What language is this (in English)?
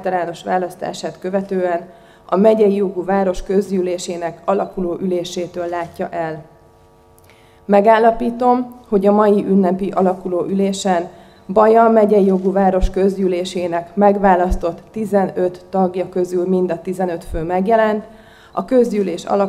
Hungarian